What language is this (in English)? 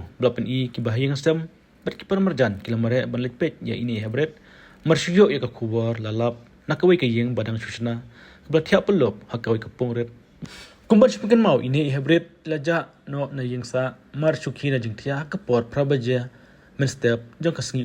Khasi